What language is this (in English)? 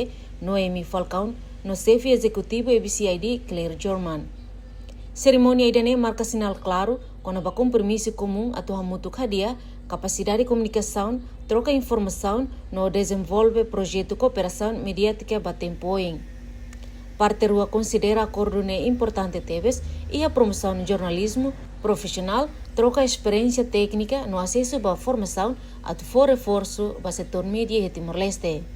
Tetum